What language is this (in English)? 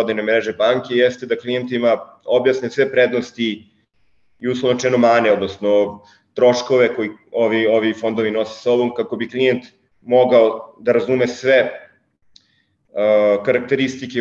Serbian